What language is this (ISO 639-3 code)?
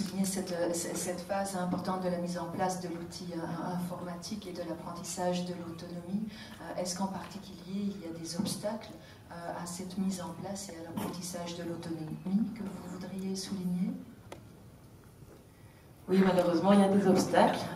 fra